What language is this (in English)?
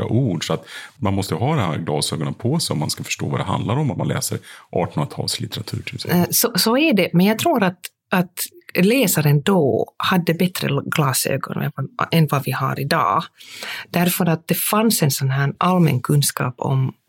Swedish